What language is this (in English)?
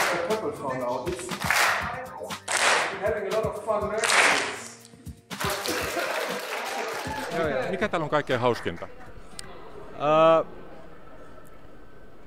Finnish